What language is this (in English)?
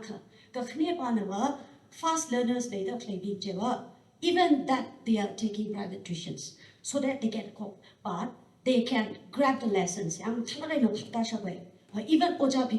Tangkhul Naga (India)